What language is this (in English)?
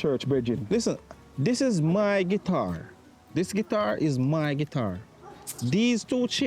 Jamaican Creole English